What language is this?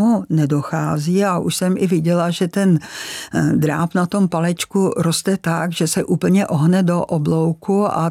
Czech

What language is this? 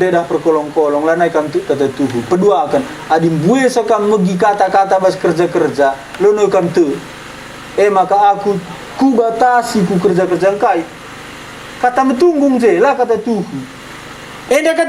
Batak Karo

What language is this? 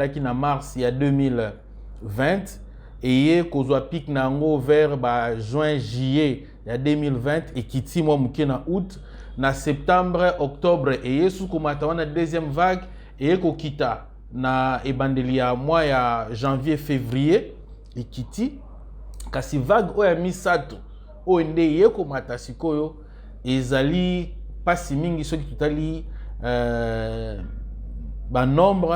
Lingala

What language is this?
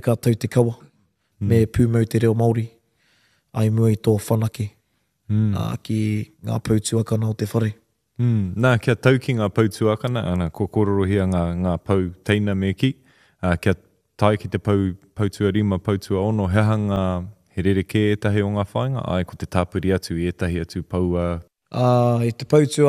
Māori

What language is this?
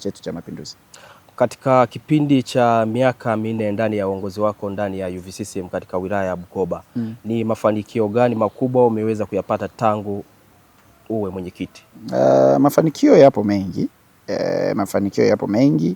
Swahili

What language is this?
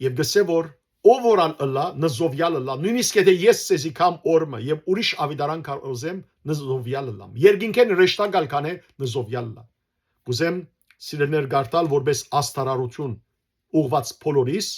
Western Armenian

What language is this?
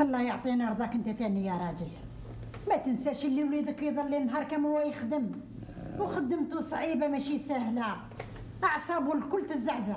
Algerian Arabic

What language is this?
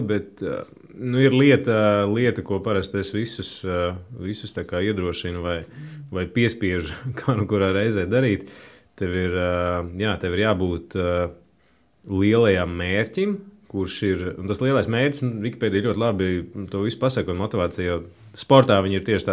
Latvian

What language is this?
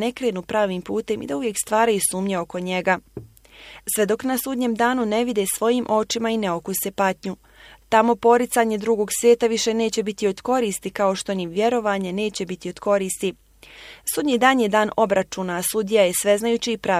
Bosnian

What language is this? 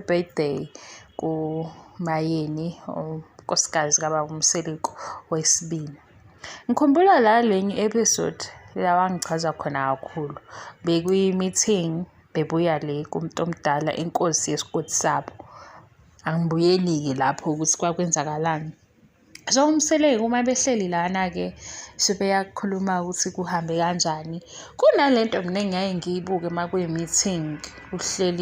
Zulu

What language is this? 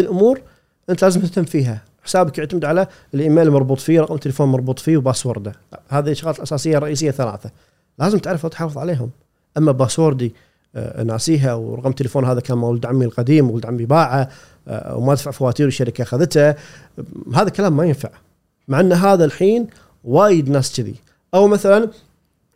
Gulf Arabic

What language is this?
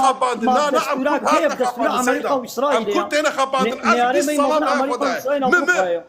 Kurdish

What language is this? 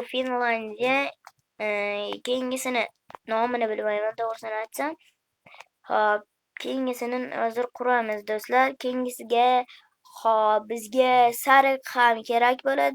Uzbek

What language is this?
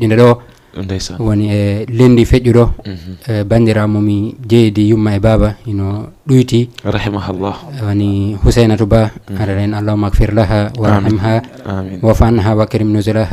Fula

